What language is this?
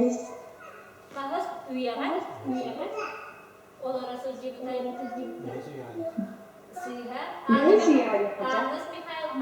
Yakut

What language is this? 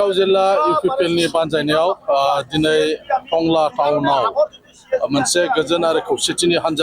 Bodo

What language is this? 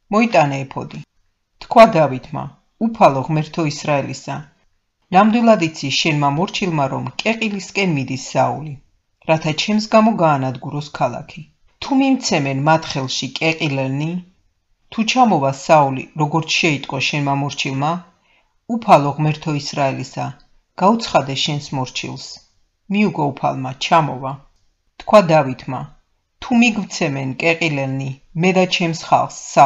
Georgian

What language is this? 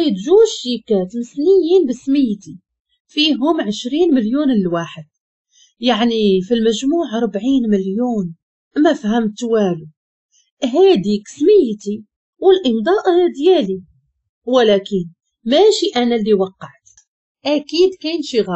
Moroccan Arabic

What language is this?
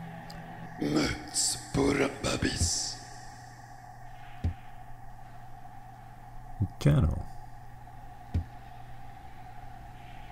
English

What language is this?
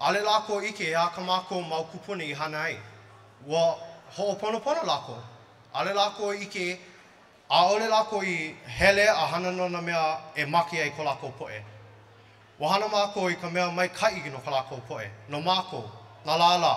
Hawaiian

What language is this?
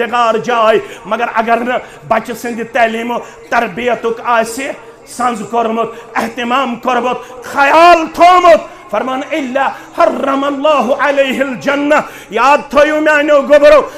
Kashmiri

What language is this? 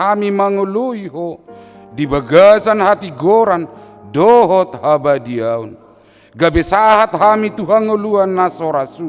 Batak Toba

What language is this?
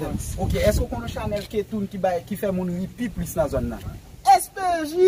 Haitian Creole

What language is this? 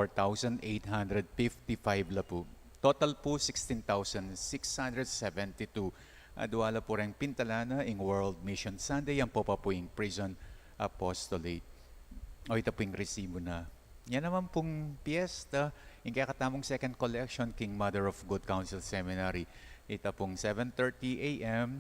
Pampanga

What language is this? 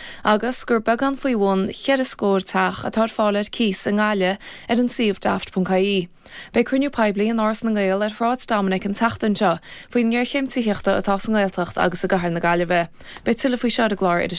Irish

